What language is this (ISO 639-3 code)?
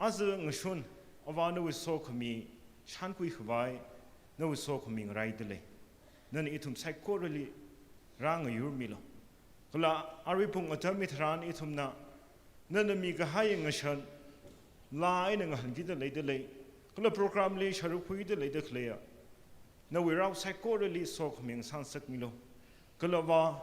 nmf